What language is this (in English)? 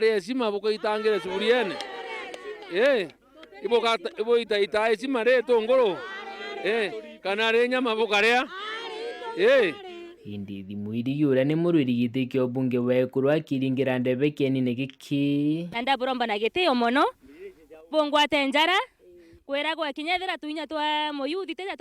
Meru